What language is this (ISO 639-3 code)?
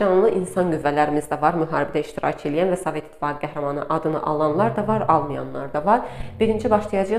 aze